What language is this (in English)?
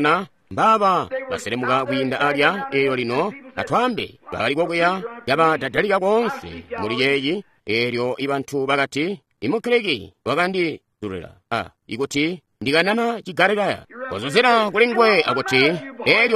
Tonga (Zambia)